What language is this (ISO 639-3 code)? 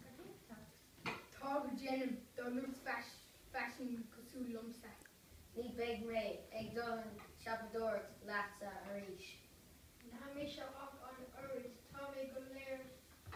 gle